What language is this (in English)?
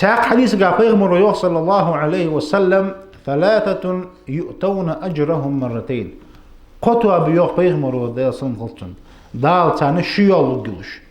Ingush